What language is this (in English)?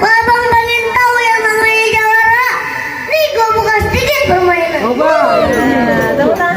Betawi